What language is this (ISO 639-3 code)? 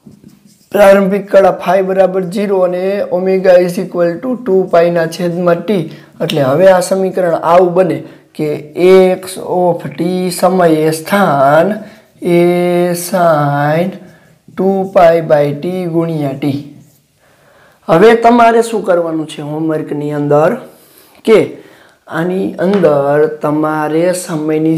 guj